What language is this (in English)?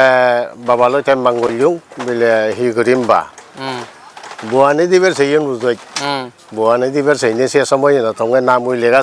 Chakma